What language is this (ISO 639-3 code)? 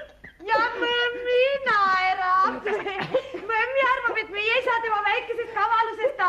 est